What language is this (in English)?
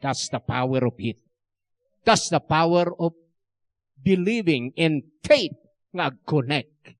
Iloko